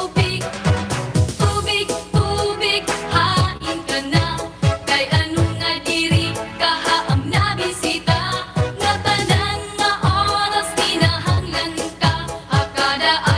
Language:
Waray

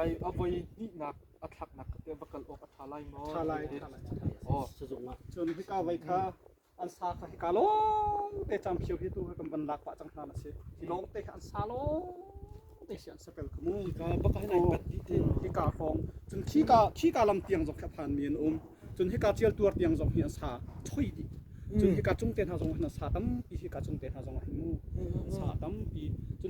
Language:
Hakha Chin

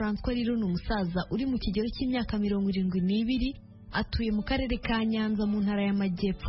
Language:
Kinyarwanda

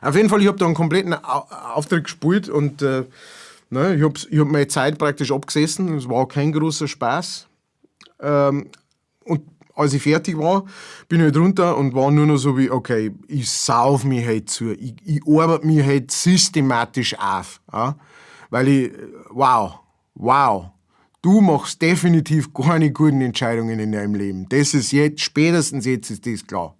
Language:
Bavarian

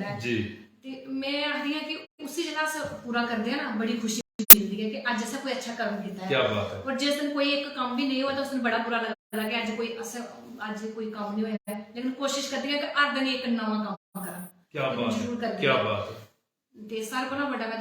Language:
Dogri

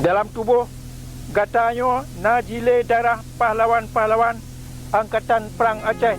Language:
Achinese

